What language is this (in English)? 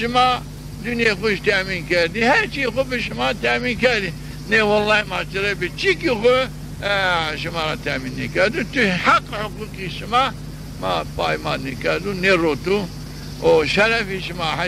Zaza